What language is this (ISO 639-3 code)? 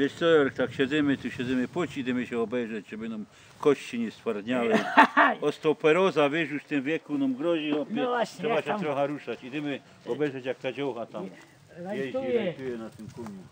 szl